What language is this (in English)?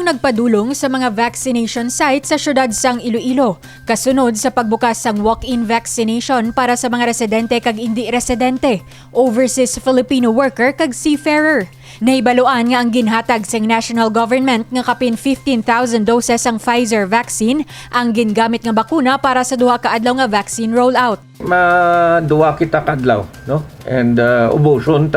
Hiligaynon